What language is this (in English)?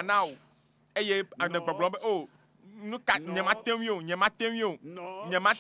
Ewe